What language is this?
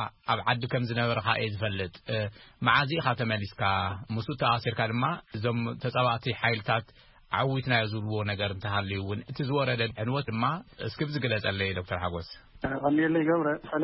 Tigrinya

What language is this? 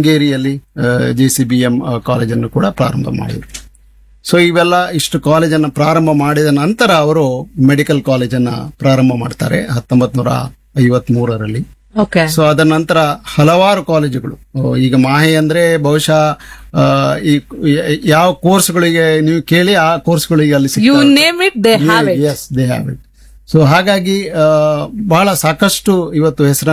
Kannada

